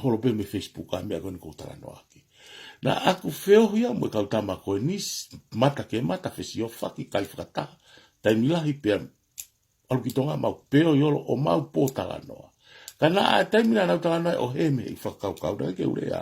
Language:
Tongan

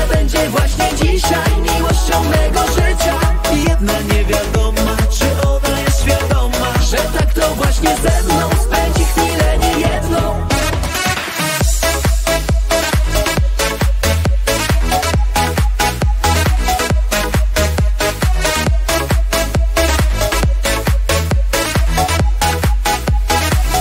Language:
Polish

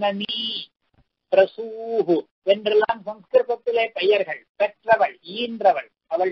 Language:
Tamil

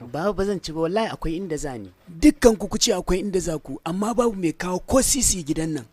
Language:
Hausa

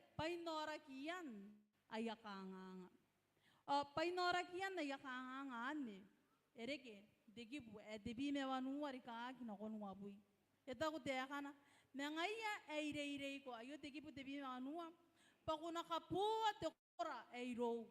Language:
Gilbertese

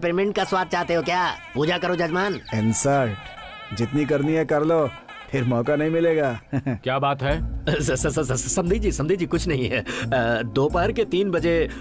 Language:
Hindi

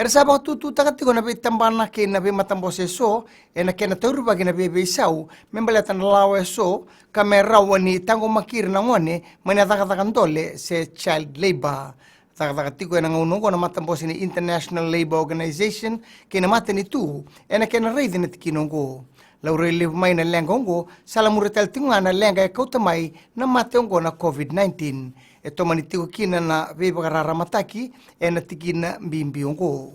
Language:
Fijian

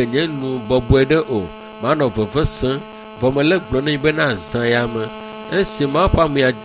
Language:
Ewe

